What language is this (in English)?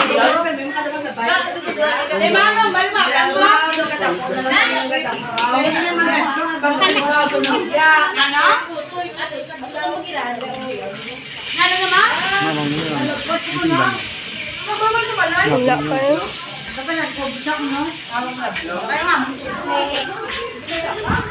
Filipino